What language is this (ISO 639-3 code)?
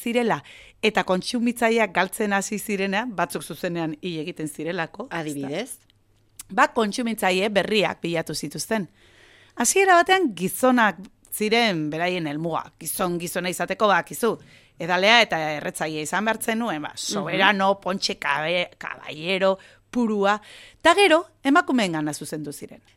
eus